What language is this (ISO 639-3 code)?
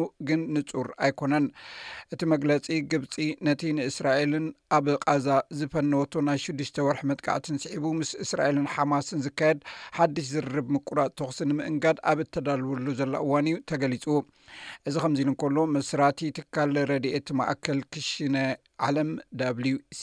tir